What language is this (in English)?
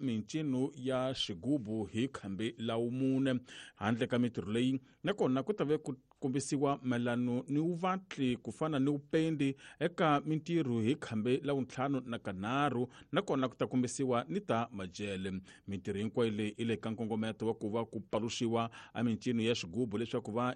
Tsonga